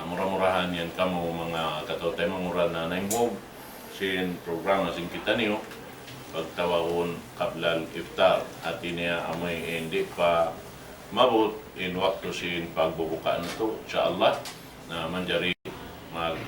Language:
Tausug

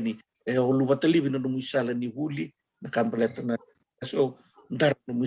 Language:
Fijian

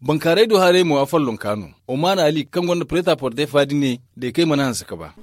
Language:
Zarma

